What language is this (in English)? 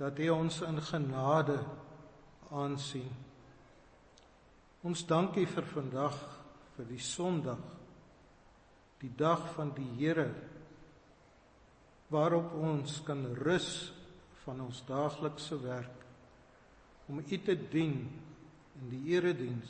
Afrikaans